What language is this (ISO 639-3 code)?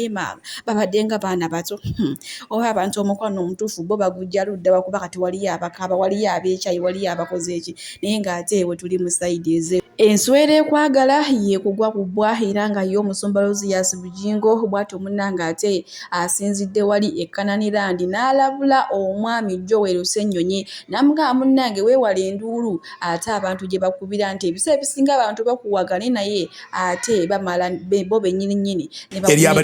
lug